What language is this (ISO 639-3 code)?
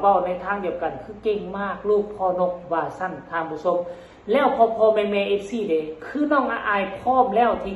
tts